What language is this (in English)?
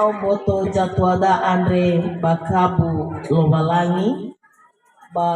Nias